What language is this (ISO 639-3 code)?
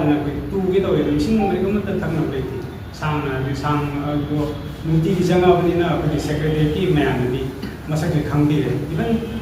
mni